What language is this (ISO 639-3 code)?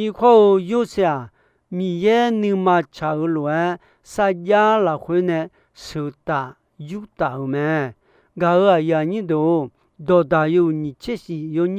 ahk